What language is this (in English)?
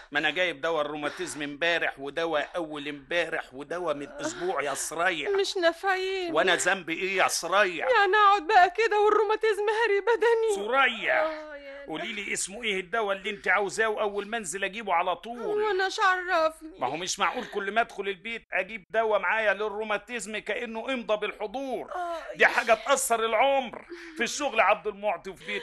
Egyptian Arabic